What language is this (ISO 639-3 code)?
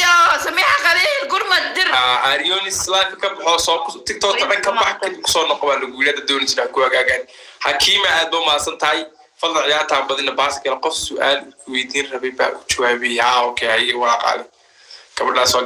som